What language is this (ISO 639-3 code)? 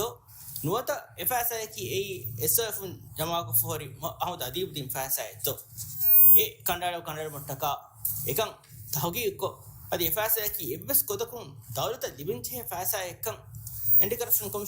div